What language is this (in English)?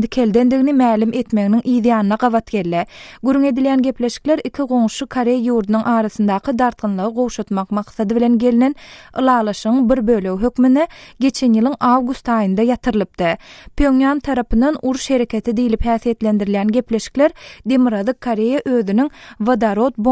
Turkmen